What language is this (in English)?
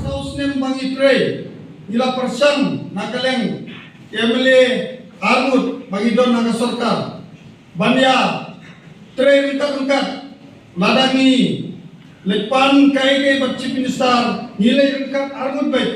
Khasi